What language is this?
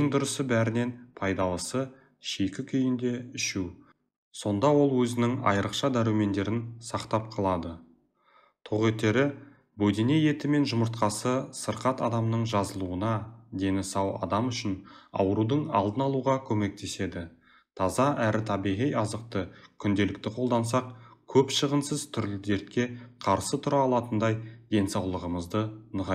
Kazakh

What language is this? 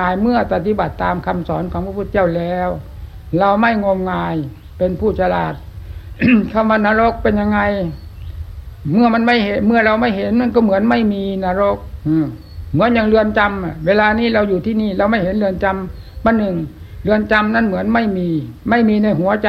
Thai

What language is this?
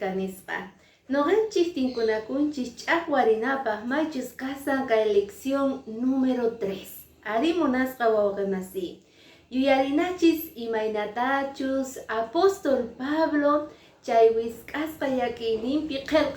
Quechua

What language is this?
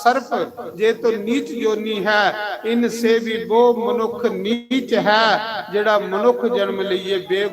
Dogri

